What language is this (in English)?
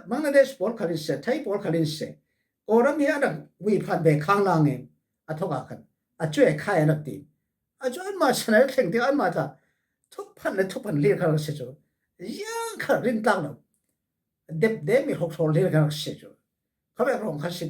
Falam Chin